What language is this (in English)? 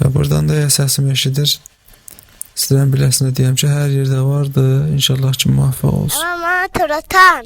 South Azerbaijani